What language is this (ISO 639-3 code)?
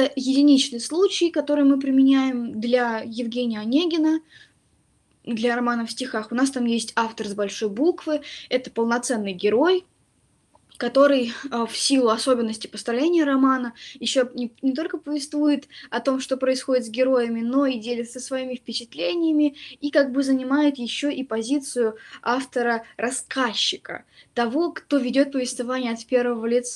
rus